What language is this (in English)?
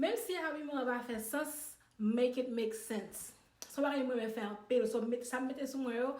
Haitian Creole